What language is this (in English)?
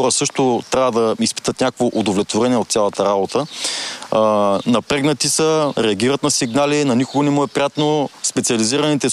Bulgarian